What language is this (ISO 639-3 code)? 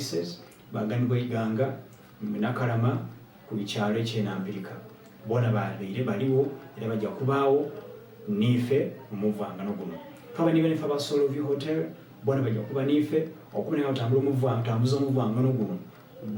xog